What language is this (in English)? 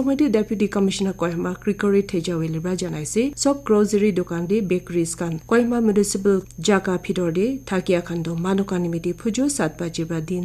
Naga Pidgin